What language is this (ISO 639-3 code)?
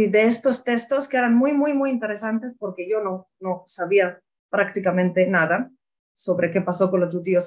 lad